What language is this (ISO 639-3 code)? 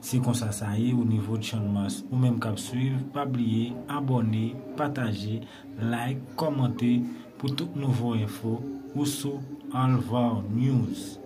hat